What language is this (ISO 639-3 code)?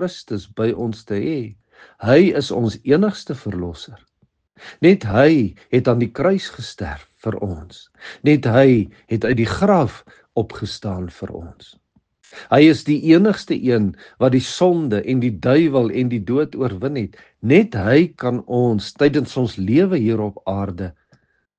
afr